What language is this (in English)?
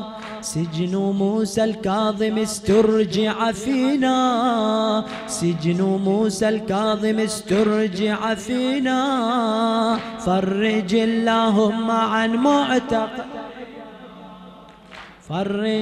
Arabic